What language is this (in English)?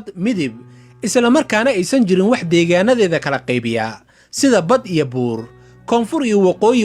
Somali